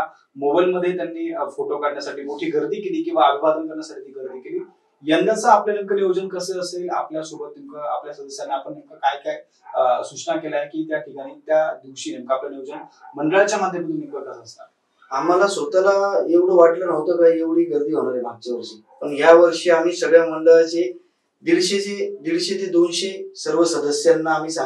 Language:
Marathi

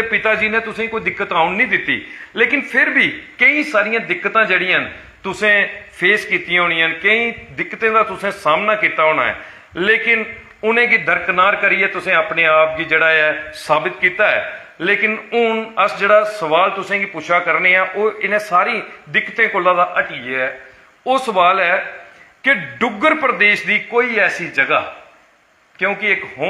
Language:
Dogri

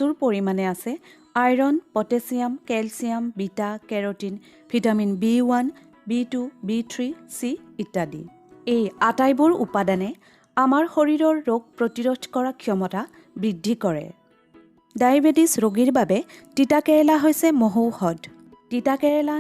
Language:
Assamese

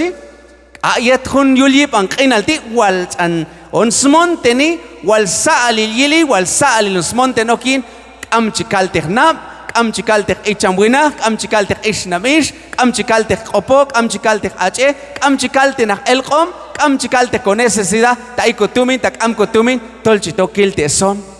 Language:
Q'anjob'al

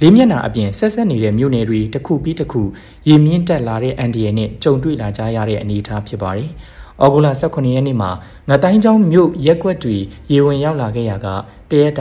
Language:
Burmese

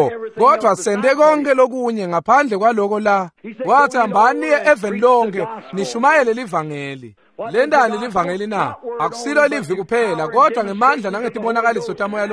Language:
Swati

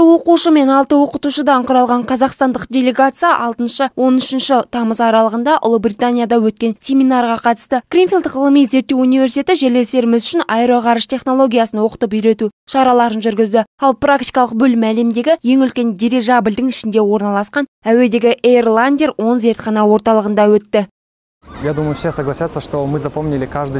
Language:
Kazakh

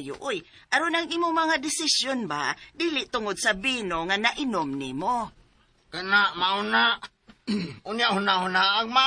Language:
Cebuano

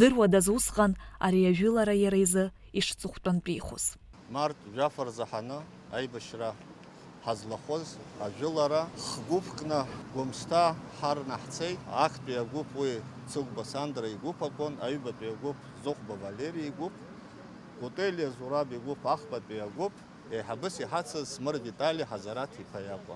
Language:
Abkhazian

